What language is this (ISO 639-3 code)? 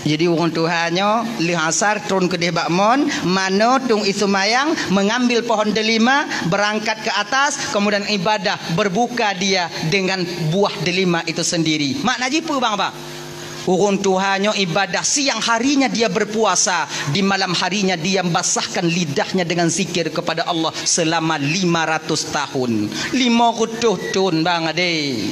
ace